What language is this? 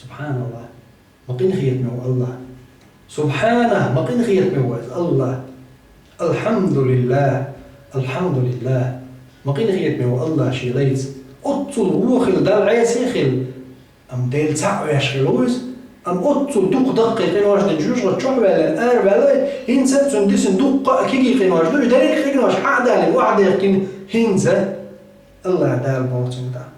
Chechen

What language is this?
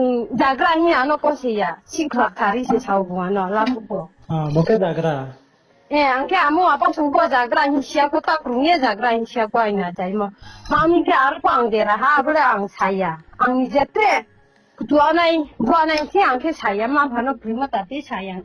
Riang (India)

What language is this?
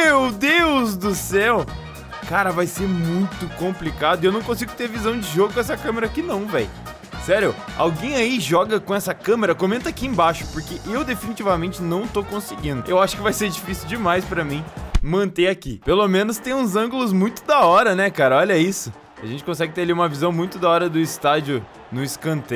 Portuguese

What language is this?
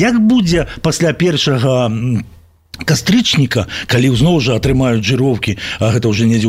Belarusian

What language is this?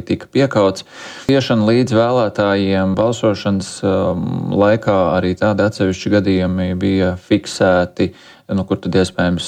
Latvian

